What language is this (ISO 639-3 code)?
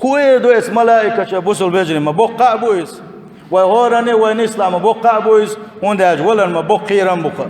che